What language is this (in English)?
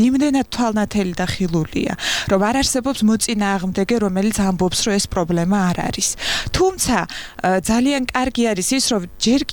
Georgian